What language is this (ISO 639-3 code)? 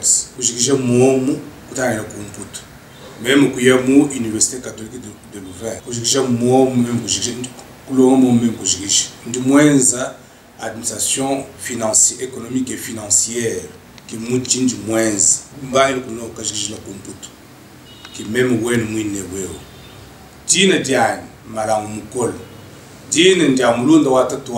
lua